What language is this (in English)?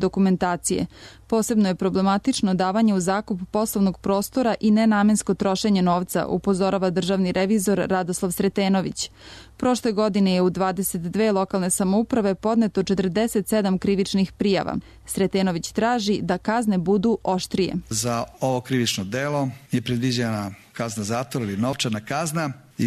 Serbian